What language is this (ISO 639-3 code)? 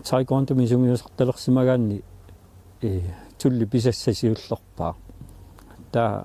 kal